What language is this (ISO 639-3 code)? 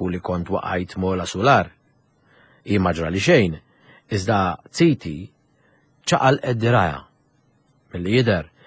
mlt